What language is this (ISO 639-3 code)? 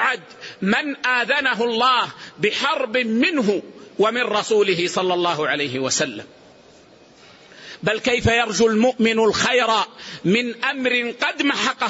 ara